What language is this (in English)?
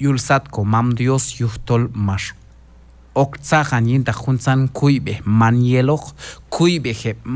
Q'anjob'al